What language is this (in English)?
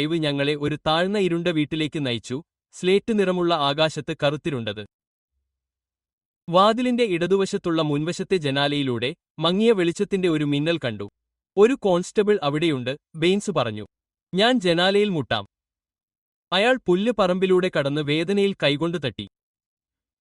Malayalam